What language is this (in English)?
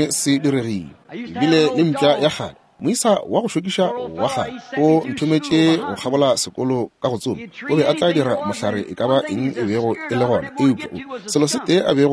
Northern Sotho